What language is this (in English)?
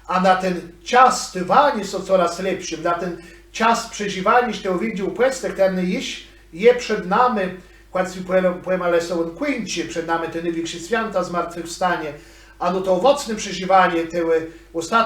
Kashubian